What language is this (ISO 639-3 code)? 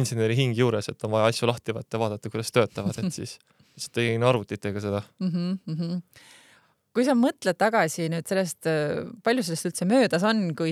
est